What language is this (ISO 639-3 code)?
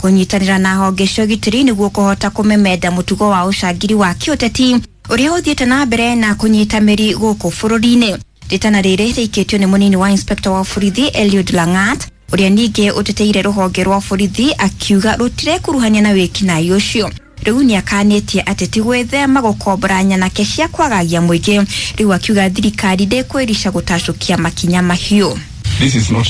kik